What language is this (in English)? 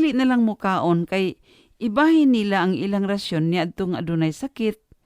Cebuano